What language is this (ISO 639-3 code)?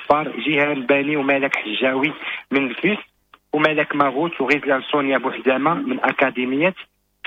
ary